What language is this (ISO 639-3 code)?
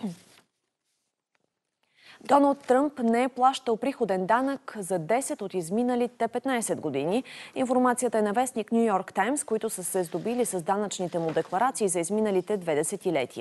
bul